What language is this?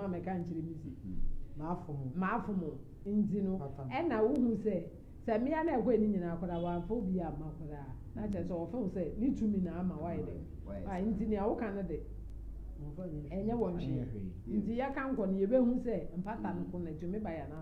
Akan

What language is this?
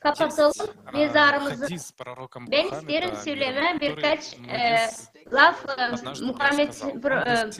Gagauz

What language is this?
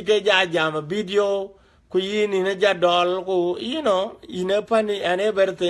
Dinka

